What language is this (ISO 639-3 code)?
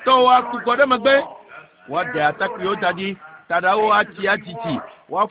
ewe